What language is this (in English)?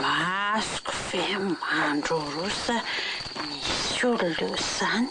Malagasy